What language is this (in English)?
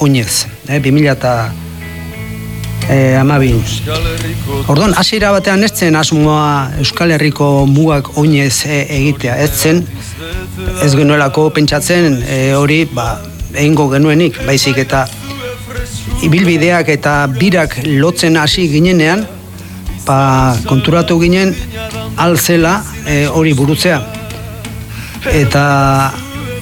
Basque